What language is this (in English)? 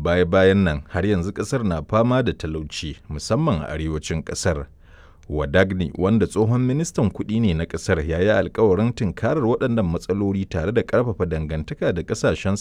Hausa